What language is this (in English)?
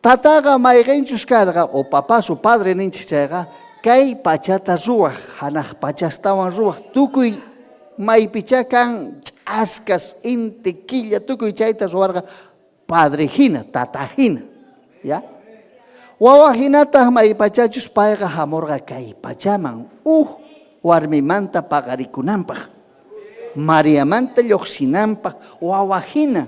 Ayacucho Quechua